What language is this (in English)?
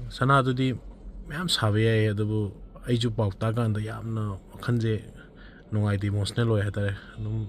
Manipuri